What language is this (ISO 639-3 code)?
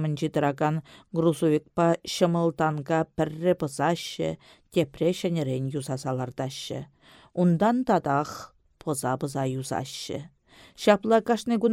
chv